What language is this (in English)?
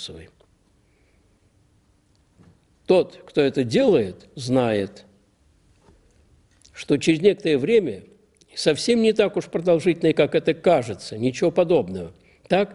Russian